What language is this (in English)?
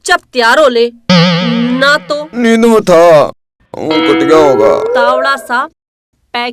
Haryanvi